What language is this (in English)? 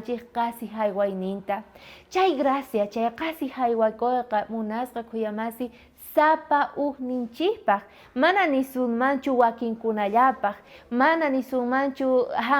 South Bolivian Quechua